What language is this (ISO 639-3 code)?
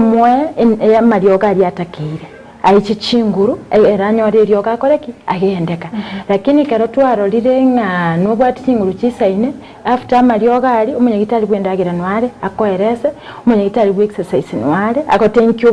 guz